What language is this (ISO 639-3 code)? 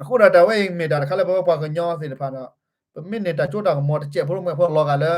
ksw